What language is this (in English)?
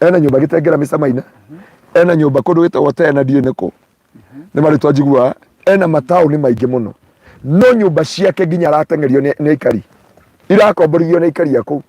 Kikuyu